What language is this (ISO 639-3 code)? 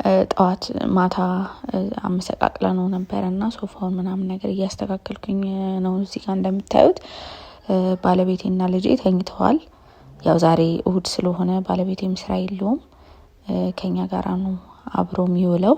amh